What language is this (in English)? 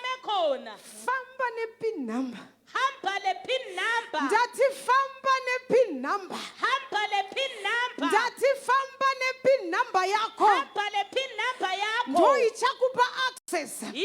Shona